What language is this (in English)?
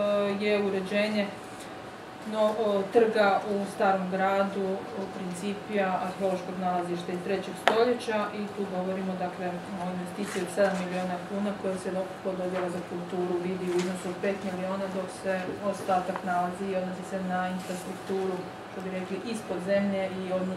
Croatian